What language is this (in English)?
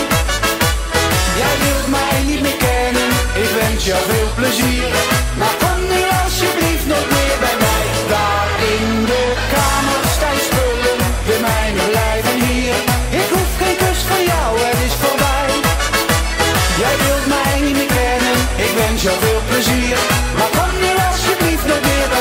Dutch